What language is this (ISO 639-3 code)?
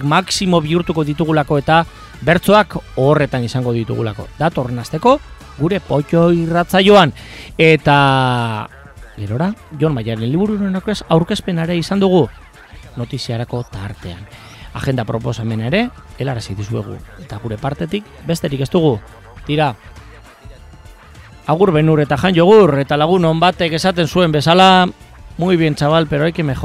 eus